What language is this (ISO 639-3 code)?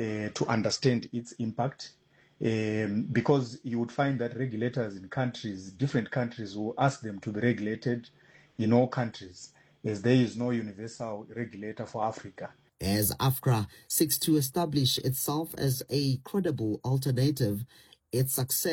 eng